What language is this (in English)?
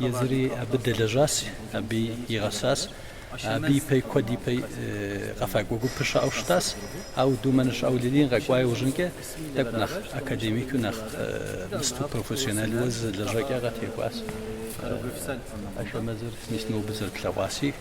Kabardian